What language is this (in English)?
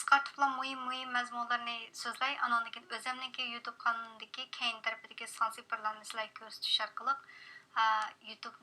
Uyghur